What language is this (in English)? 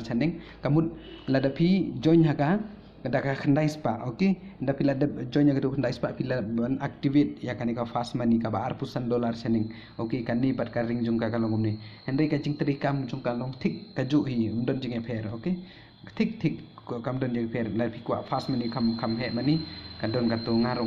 Khasi